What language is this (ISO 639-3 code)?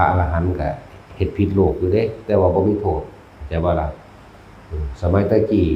tts